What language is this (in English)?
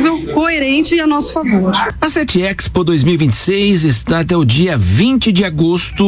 Portuguese